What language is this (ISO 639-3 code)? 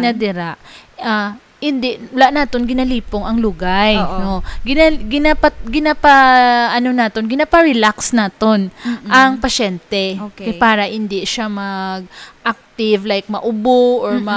hil